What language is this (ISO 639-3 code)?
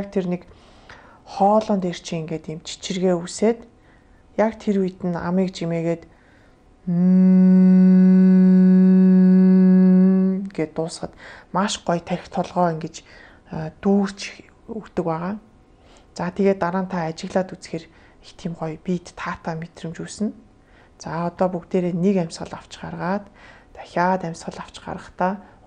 mon